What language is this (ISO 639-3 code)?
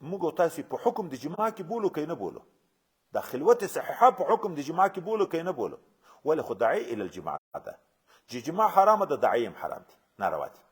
pus